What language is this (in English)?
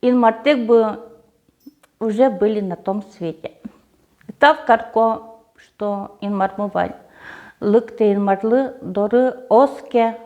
Udmurt